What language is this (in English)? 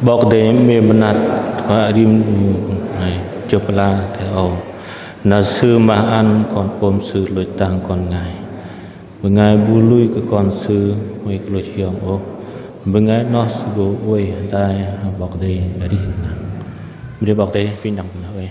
Bahnar